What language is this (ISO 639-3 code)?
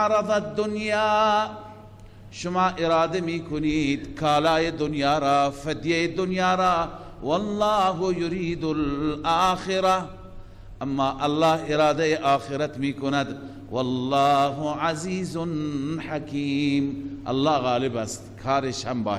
fas